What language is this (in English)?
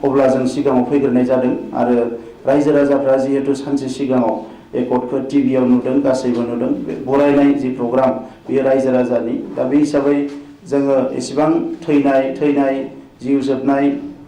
Bodo